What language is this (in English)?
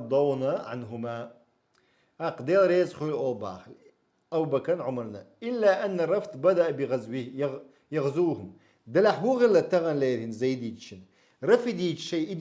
Chechen